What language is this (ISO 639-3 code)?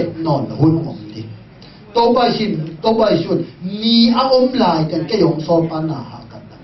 ctd